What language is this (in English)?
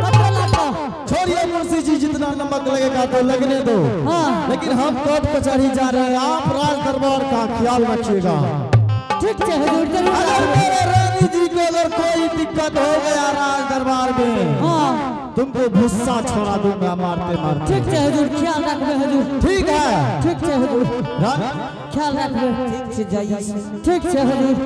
Angika